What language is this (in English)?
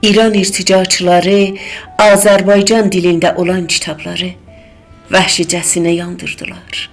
South Azerbaijani